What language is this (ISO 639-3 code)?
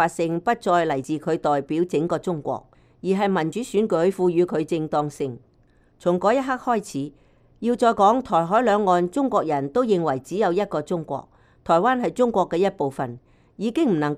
yue